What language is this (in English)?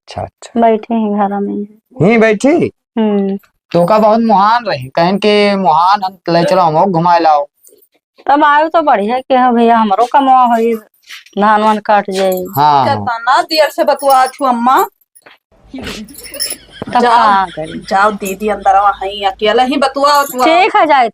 Awadhi